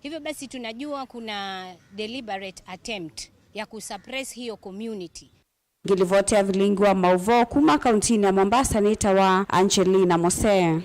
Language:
Kamba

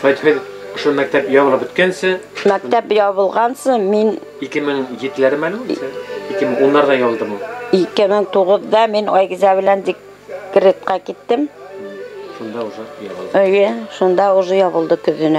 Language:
Bashkir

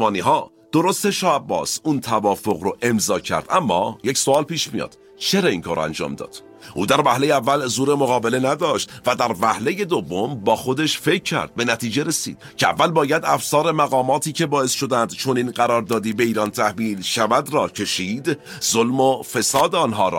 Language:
Persian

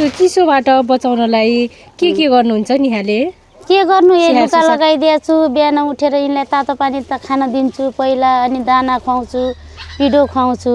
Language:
Nepali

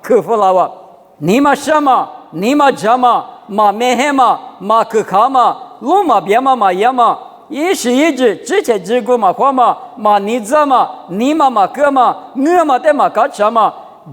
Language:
Lisu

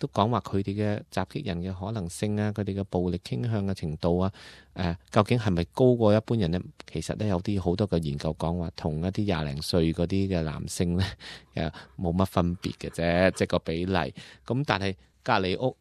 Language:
Cantonese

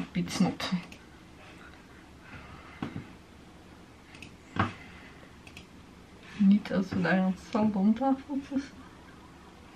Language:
Dutch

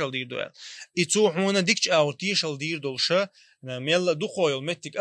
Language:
Chechen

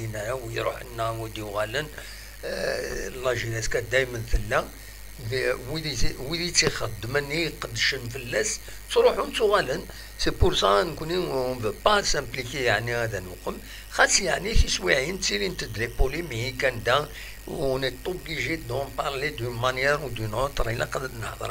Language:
Kabyle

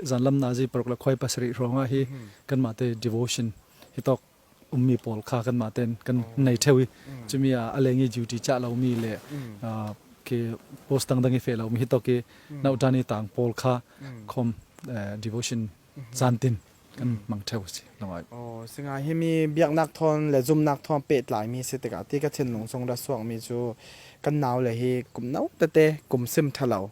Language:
Falam Chin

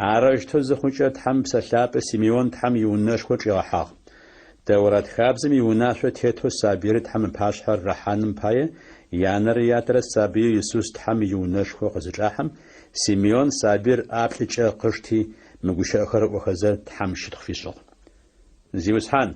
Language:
Adyghe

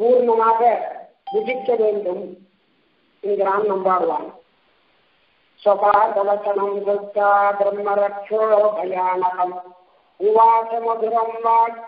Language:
Tamil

